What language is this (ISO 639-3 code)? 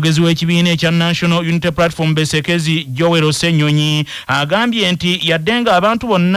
lug